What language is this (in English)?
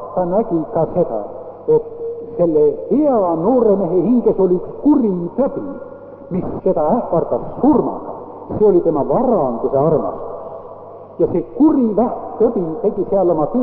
Estonian